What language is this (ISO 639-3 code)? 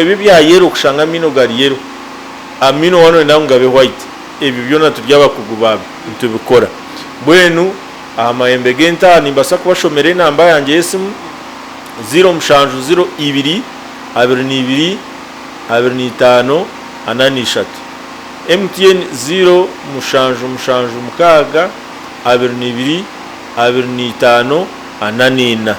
nyn